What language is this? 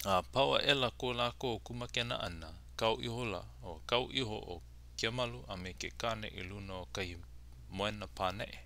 Hawaiian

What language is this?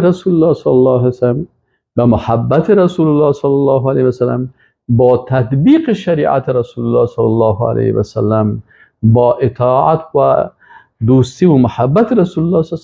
Persian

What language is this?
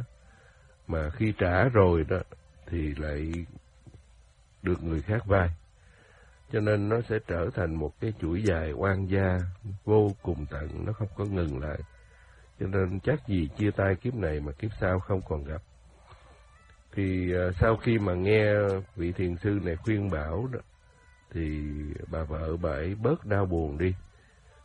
Vietnamese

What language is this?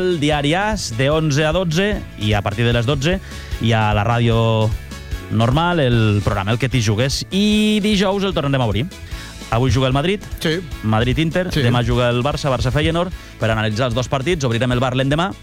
Catalan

